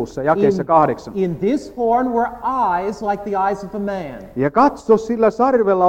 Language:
Finnish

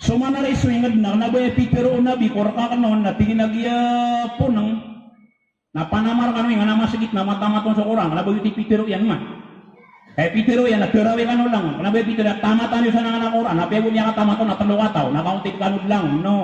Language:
Maranao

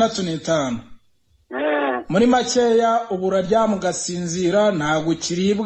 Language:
Kinyarwanda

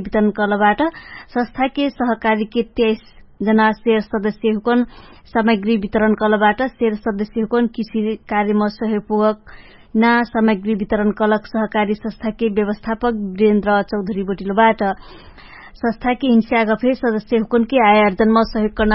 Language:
Dangaura Tharu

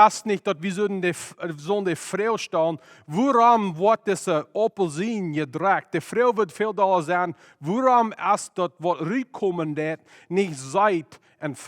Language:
Plautdietsch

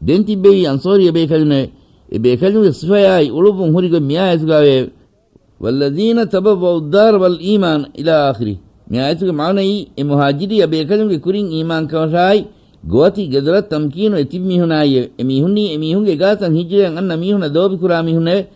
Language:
Divehi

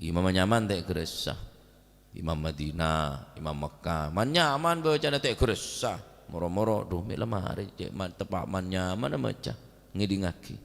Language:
Madurese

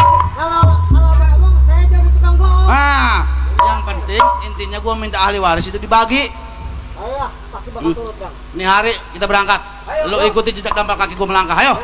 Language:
Betawi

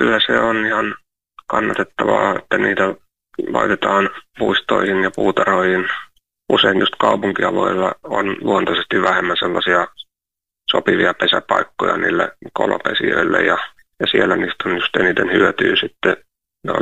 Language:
Finnish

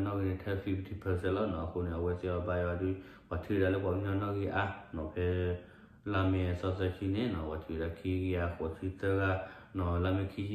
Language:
S'gaw Karen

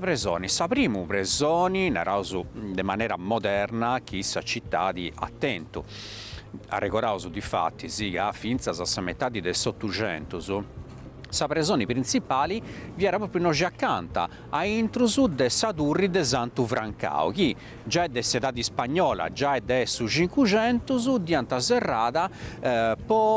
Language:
Sardinian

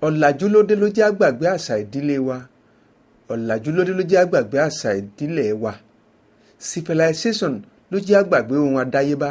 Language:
Yoruba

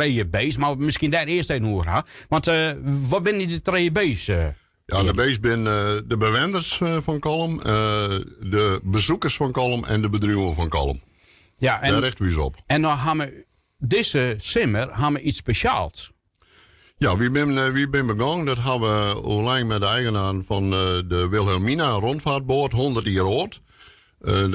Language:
Western Frisian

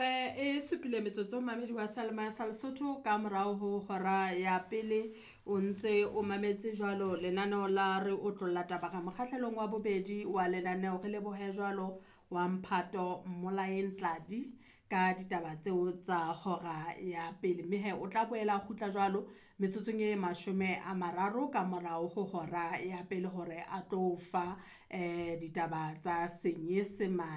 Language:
Southern Sotho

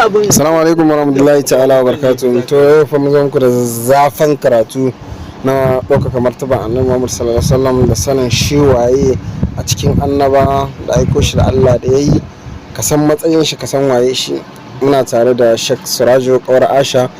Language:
Hausa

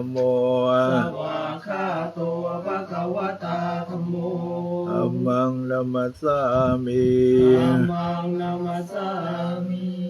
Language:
Pali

